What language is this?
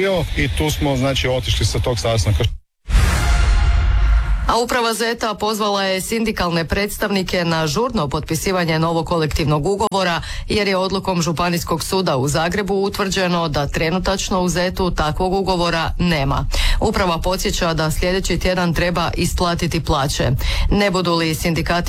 Croatian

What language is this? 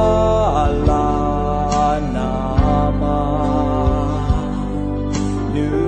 Akha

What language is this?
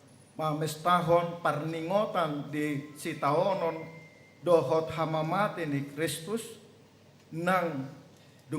Batak Toba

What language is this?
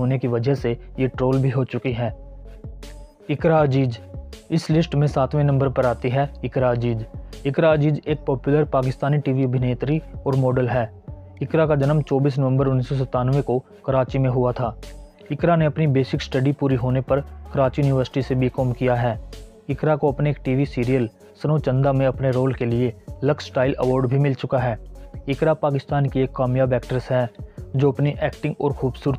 Hindi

